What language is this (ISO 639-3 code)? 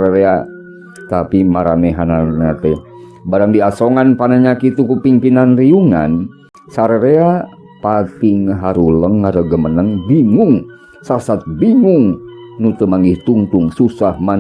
sun